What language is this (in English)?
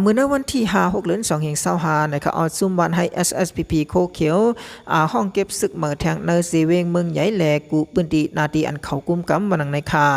Shan